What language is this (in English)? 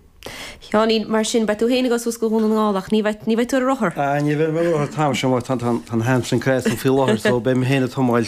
Irish